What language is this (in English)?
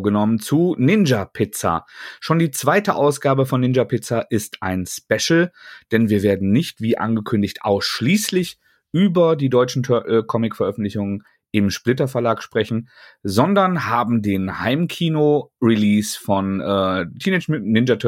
German